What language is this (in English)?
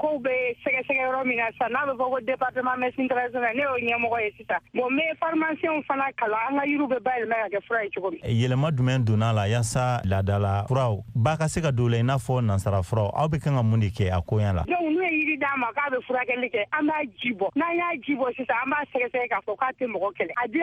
Bambara